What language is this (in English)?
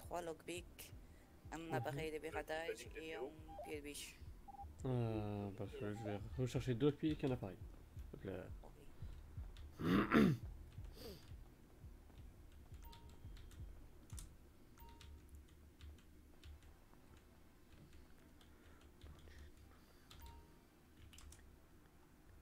French